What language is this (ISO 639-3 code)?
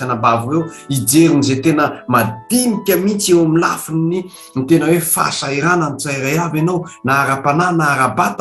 mlg